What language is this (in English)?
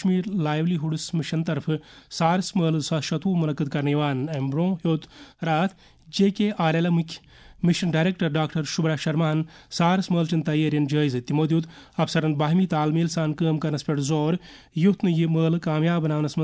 Kashmiri